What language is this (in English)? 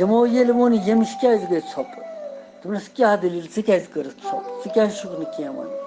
Kashmiri